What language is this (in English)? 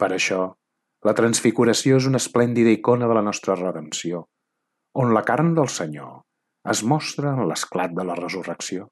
Catalan